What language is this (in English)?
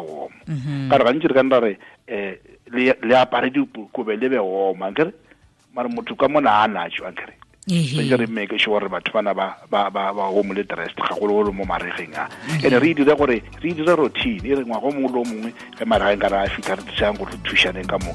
Tswana